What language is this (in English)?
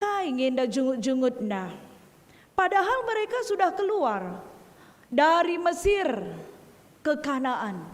Batak Karo